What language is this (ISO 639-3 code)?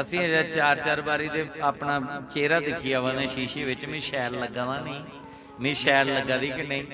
doi